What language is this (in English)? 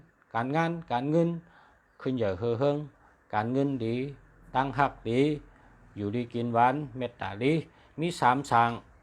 Shan